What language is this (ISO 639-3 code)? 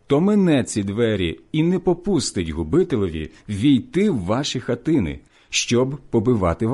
ukr